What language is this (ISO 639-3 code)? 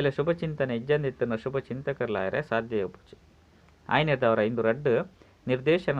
tcy